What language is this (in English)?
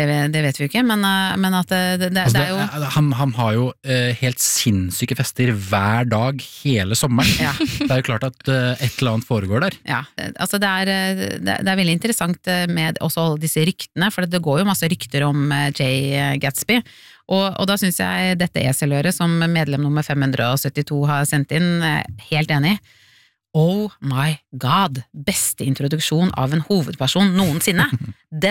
Norwegian